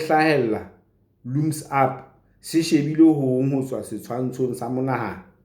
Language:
Southern Sotho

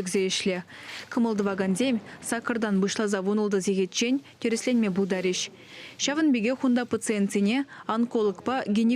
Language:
Chuvash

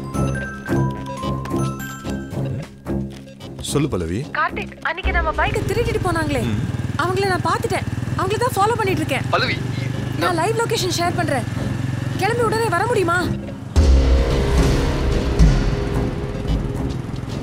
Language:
Tamil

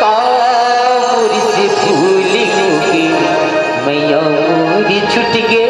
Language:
Chhattisgarhi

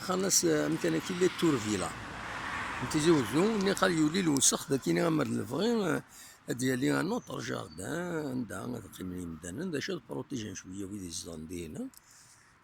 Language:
Kabyle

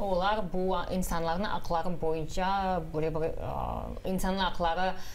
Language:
Crimean Tatar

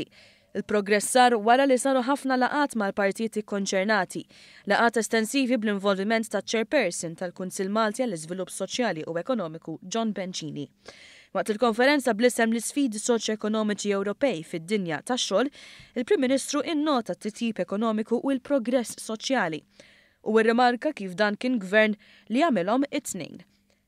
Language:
Maltese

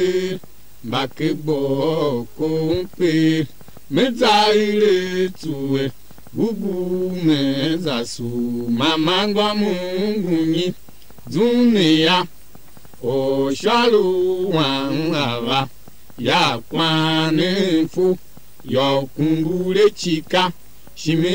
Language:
Tiv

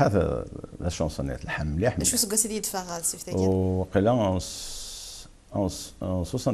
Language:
Kabyle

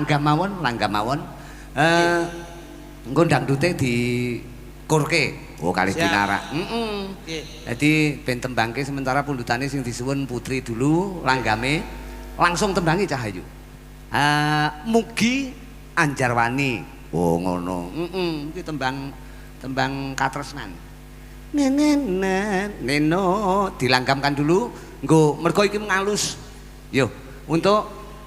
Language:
Javanese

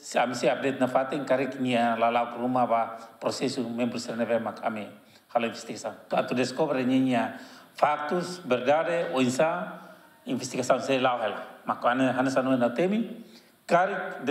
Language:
Tetum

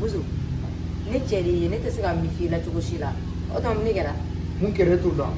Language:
Bambara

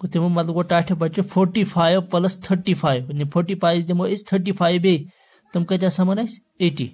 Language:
Kashmiri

